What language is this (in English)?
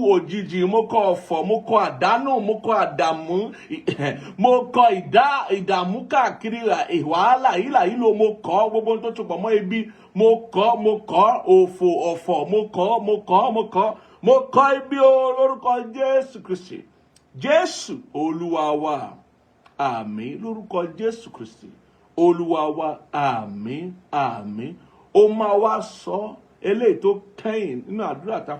Yoruba